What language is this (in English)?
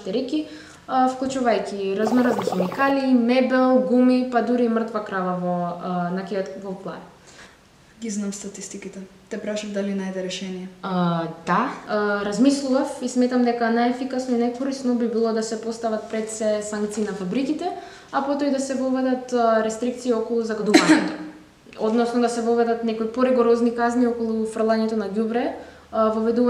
Macedonian